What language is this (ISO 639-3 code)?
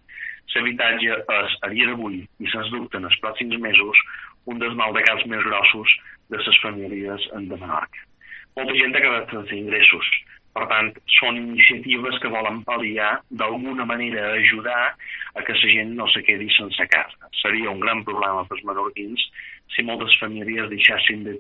cat